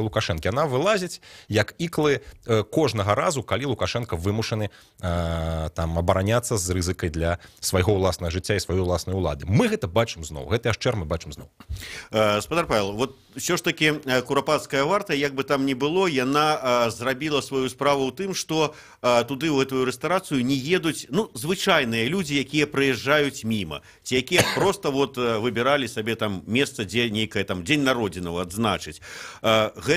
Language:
Belarusian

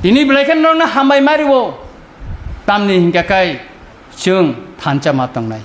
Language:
Kok Borok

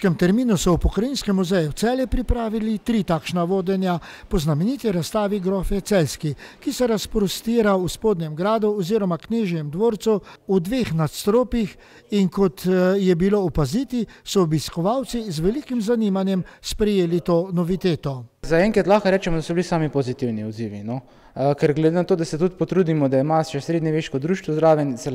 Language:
Slovenian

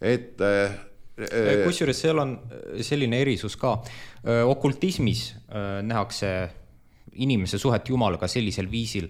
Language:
Estonian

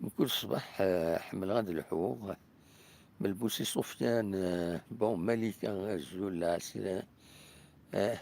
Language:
Kabyle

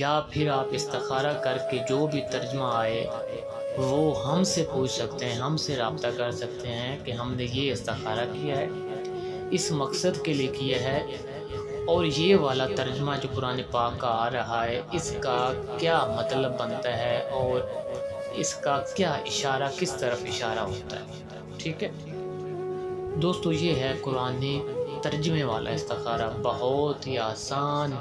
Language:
Urdu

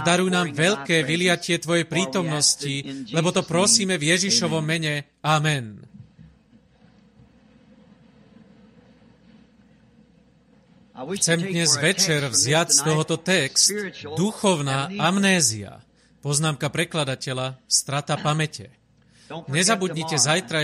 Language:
Slovak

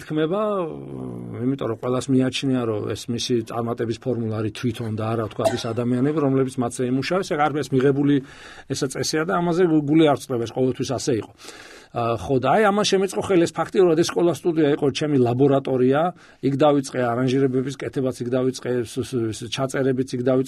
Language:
Georgian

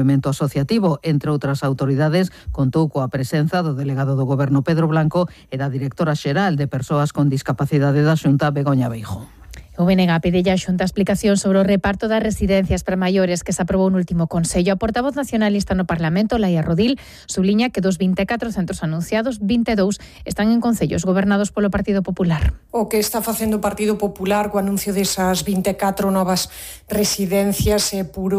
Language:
Galician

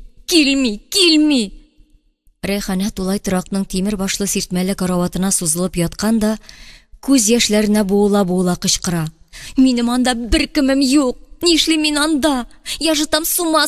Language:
Tatar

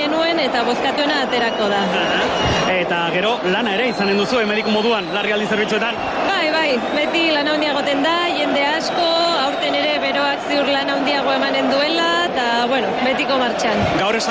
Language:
Basque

